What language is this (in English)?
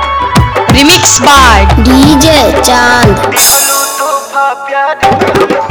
Bhojpuri